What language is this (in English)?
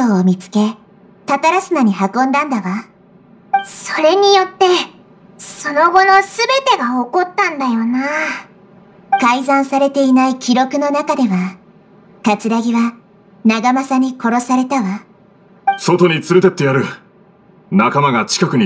Japanese